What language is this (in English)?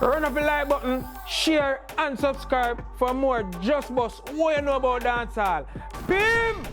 Jamaican Creole English